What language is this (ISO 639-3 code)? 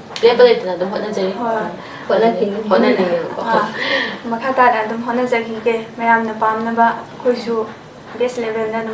mni